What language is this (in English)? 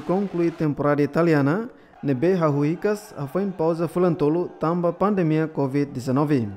Tetum